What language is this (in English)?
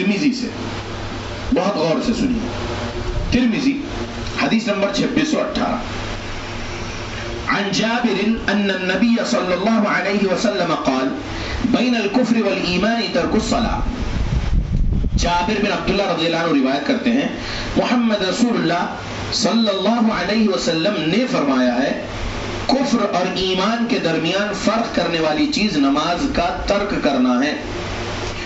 Urdu